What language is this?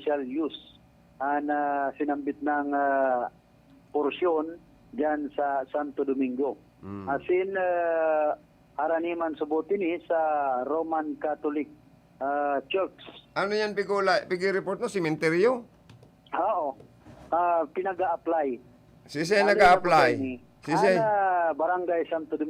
Bikol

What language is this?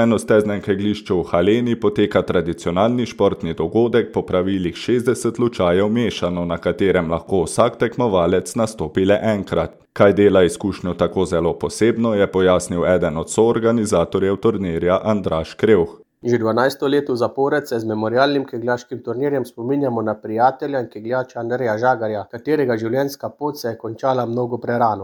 Slovenian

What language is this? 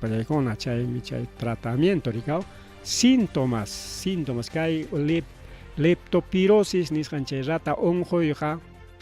Ayacucho Quechua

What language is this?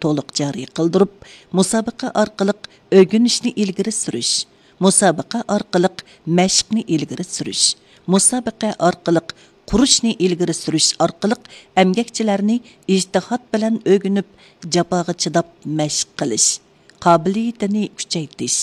Uyghur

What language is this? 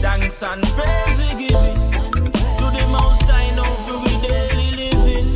Jamaican Creole English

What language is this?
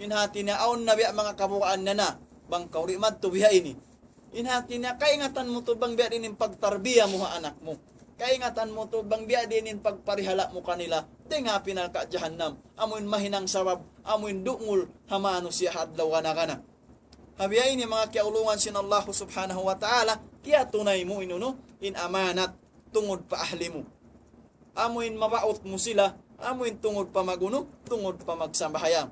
Tausug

